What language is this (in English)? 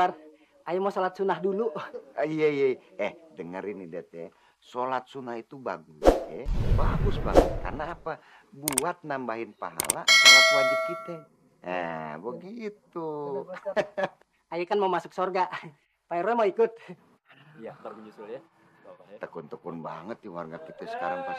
Betawi